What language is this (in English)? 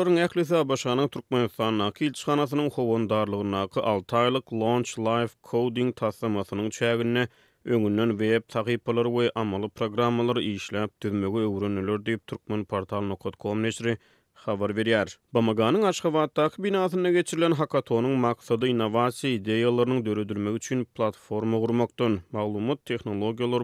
Turkmen